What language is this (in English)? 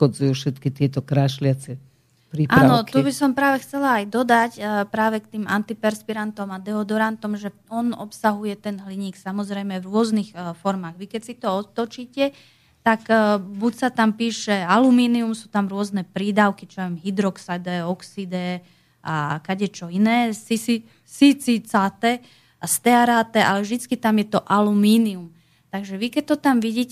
Slovak